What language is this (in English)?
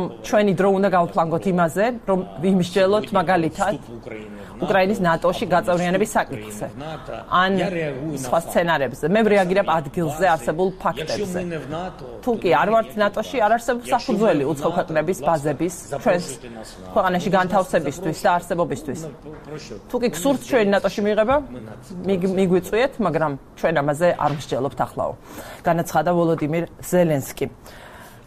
Georgian